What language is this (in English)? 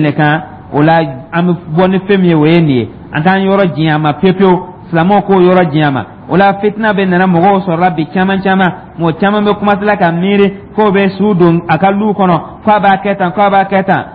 Dyula